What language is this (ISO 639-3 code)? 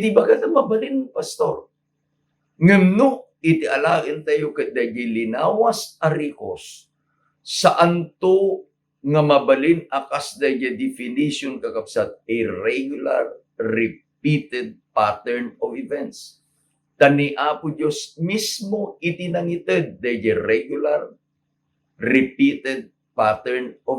ilo